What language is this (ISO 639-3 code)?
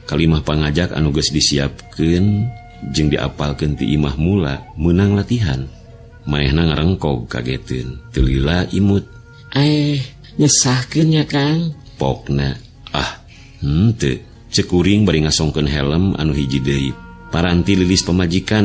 sun